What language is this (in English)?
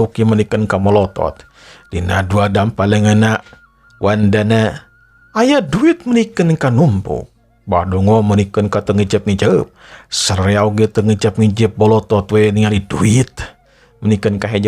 Sundanese